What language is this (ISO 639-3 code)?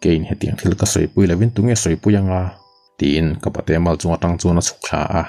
lus